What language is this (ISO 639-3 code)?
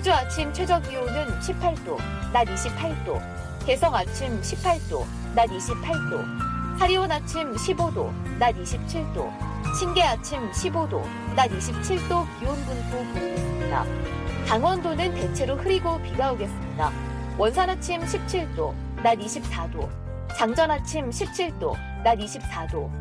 kor